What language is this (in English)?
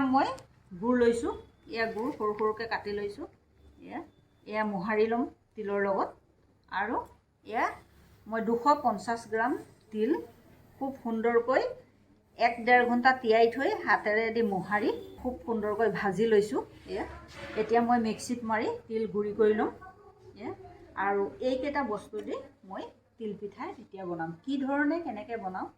Assamese